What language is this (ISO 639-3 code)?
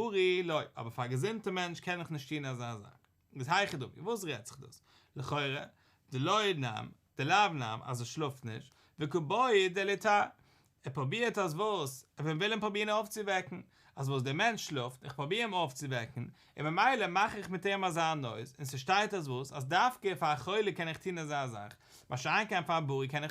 yid